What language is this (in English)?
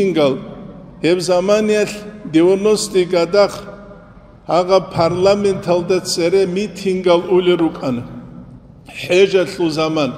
Avaric